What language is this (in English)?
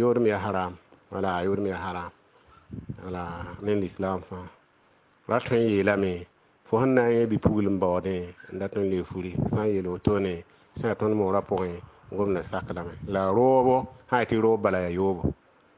Mossi